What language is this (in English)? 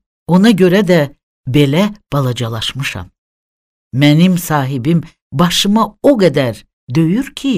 Azerbaijani